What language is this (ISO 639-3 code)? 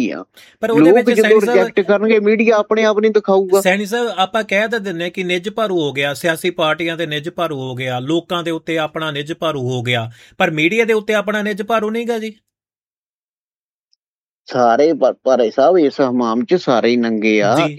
pan